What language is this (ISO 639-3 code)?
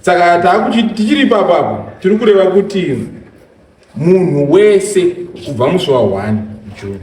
sna